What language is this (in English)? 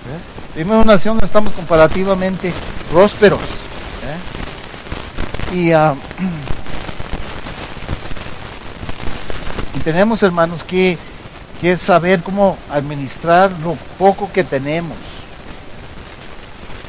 Spanish